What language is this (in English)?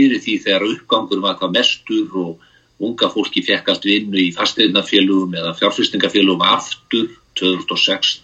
Icelandic